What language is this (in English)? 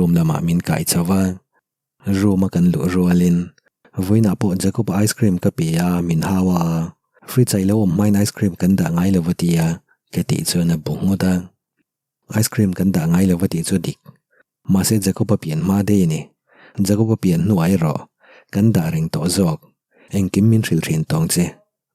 Mizo